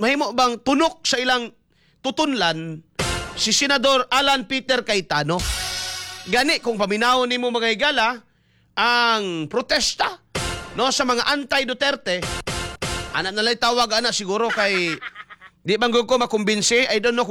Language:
Cebuano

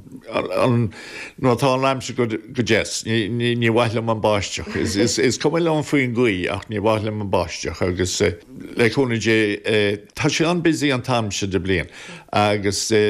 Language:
Irish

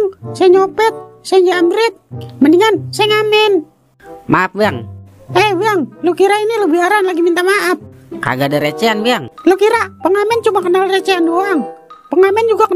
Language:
Betawi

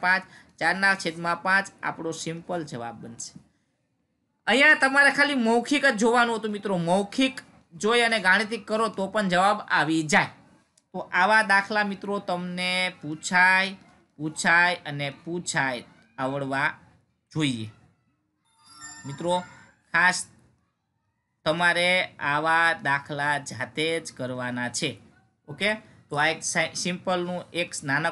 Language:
Gujarati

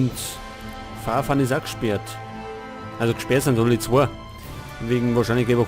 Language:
Bavarian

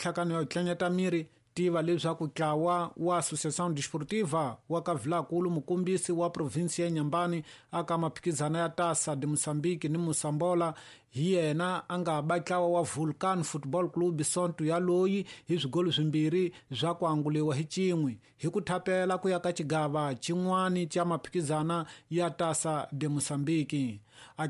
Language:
Tsonga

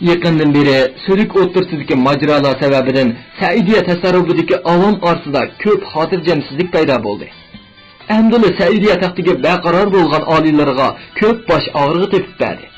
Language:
Uyghur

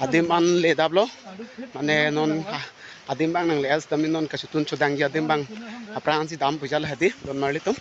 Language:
Karbi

